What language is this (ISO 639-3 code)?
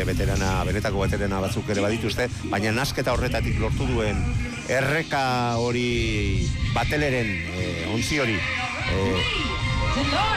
eus